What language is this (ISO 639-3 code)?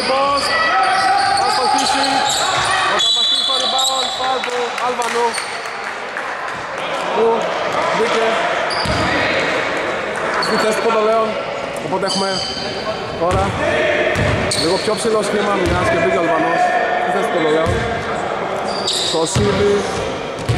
ell